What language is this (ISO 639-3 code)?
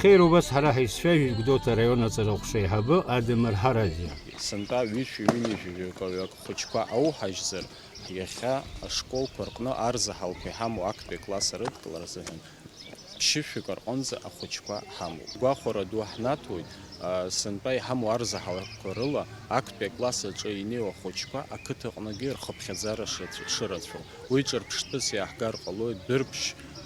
abk